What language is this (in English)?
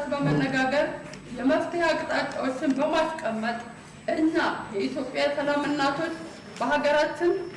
Amharic